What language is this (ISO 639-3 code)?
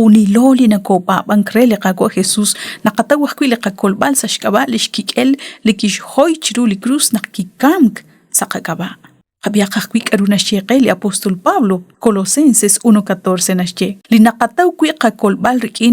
kek